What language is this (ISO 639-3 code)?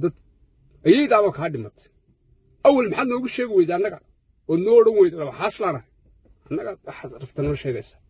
som